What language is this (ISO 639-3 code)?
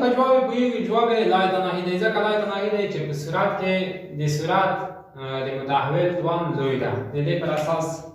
pus